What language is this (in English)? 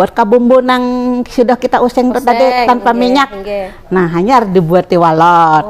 Banjar